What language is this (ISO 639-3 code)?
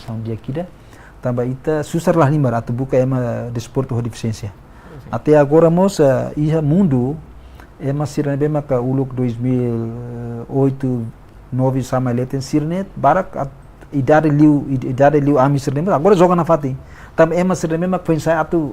tet